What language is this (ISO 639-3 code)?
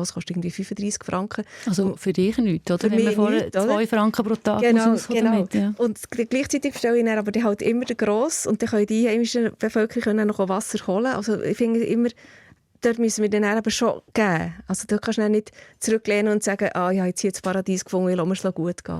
gsw